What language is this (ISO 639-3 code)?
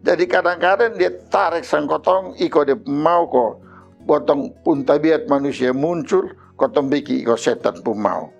mkn